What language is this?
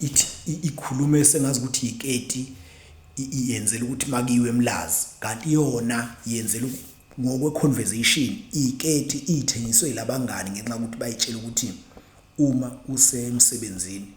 Zulu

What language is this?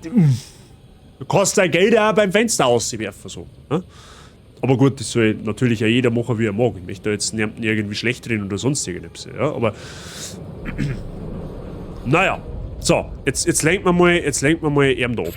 Bavarian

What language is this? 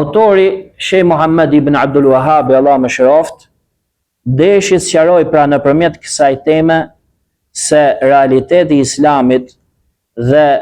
Albanian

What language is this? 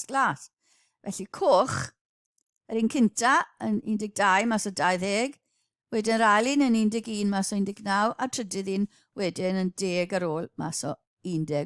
Welsh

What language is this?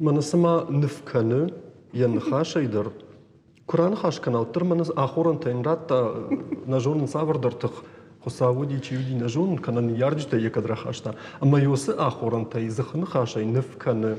Ossetic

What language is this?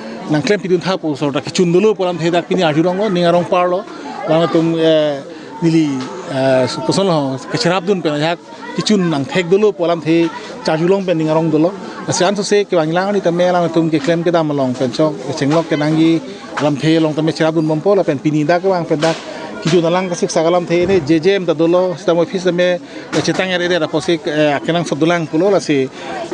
Karbi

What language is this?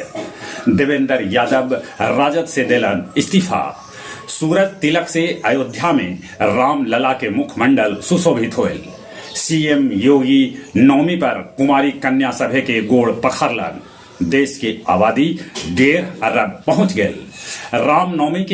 Magahi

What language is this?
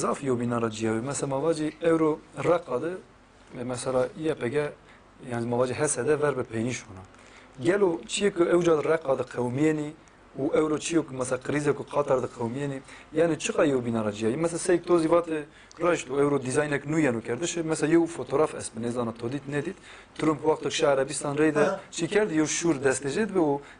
Kurdish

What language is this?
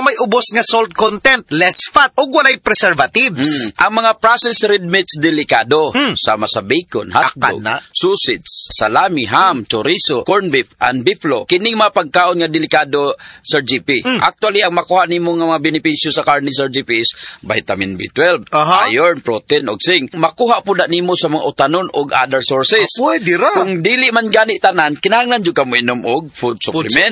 Cebuano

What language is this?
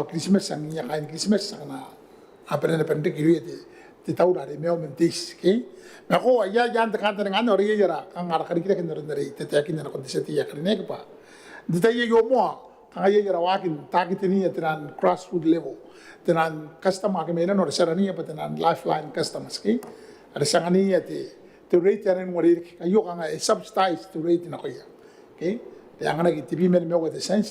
Gilbertese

